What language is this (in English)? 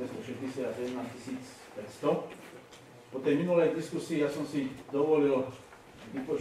Slovak